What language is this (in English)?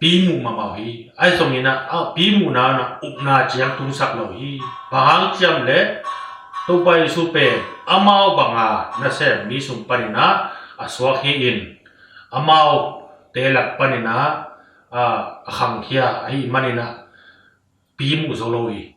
Tedim Chin